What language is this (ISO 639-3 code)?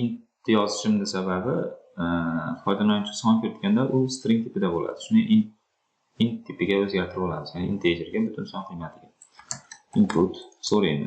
uzb